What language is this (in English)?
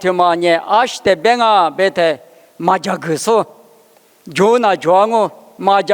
Lisu